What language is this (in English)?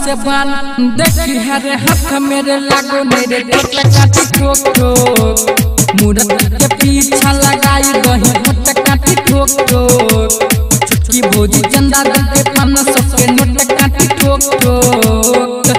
Maithili